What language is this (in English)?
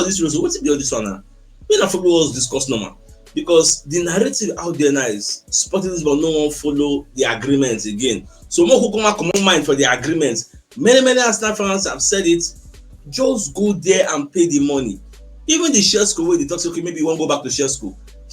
Nigerian Pidgin